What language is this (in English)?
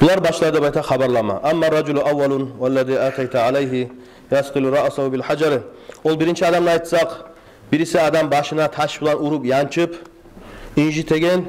Kumyk